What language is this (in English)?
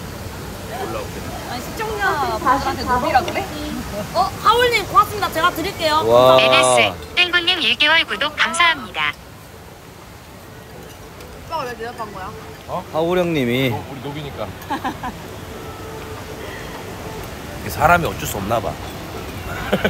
Korean